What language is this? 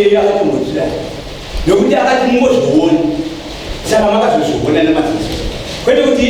Shona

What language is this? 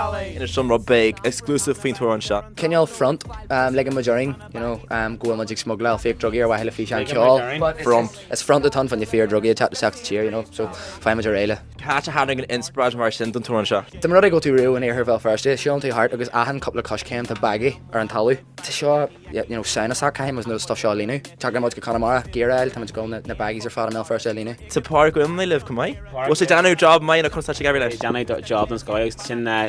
Irish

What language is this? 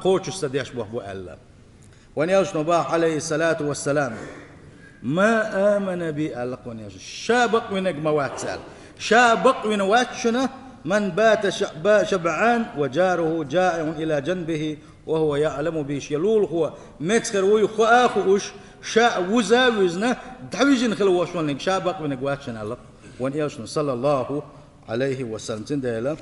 Chechen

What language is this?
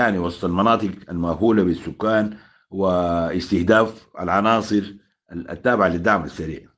Sudanese Arabic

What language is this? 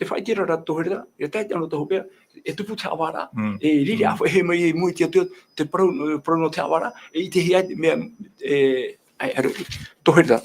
Tahitian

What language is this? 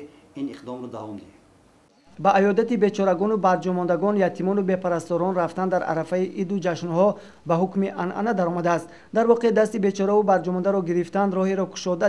Tajik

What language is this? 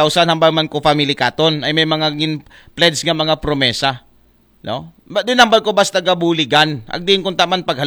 Aklanon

